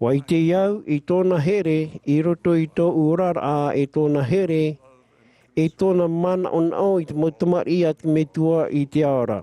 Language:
Tahitian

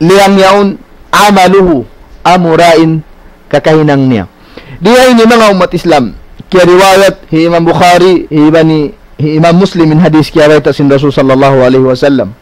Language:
Tausug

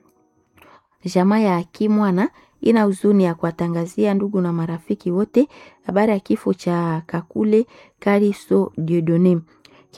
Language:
Swahili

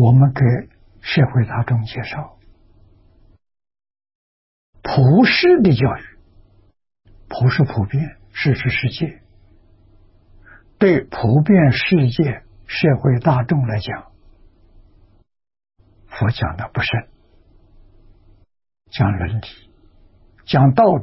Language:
Chinese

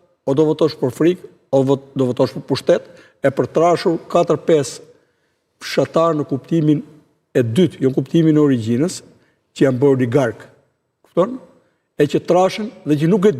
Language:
Albanian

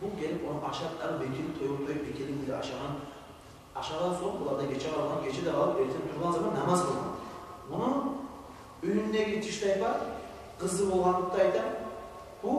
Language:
Kumyk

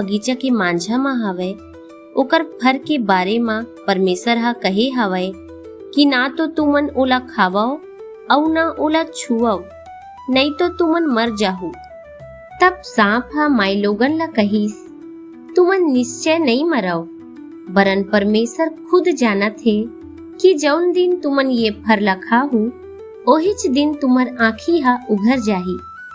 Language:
Chhattisgarhi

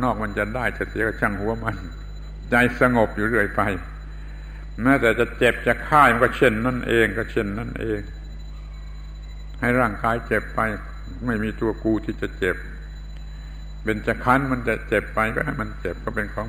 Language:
Thai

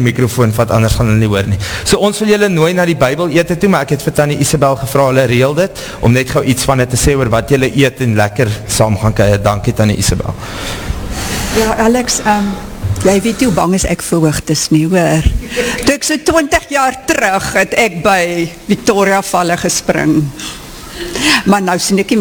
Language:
Afrikaans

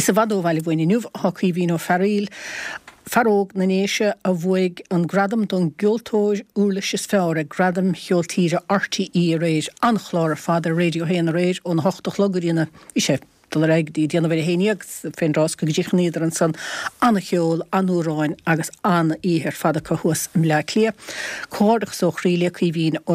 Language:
Irish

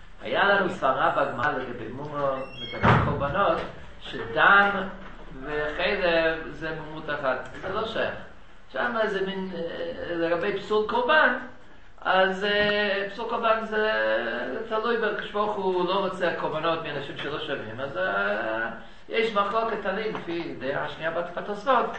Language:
Hebrew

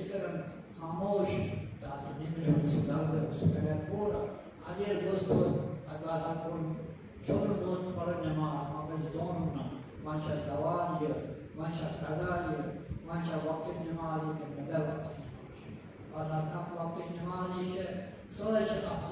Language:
Kashmiri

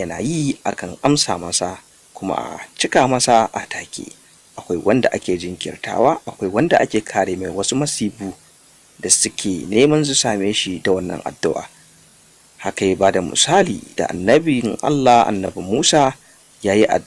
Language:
Hausa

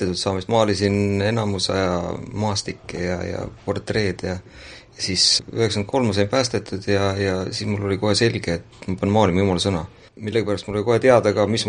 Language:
Estonian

